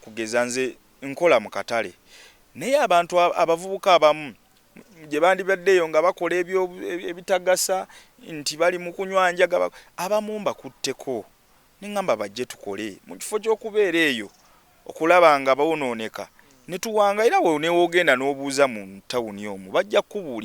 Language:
Ganda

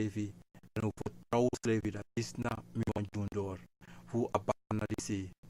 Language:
Sranan Tongo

